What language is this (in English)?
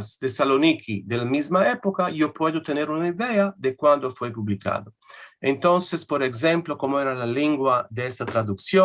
Ladino